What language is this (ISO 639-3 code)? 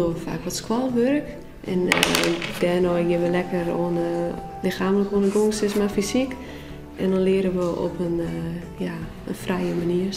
fry